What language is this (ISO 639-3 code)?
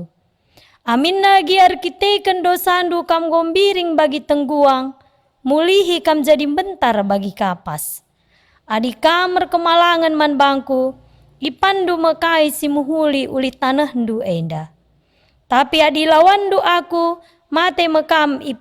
btx